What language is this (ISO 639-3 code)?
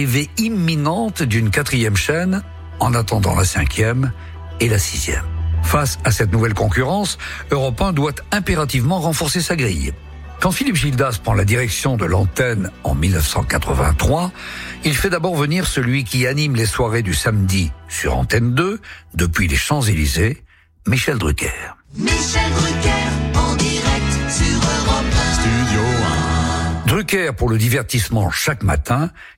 fra